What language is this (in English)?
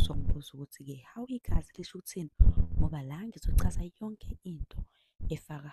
Zulu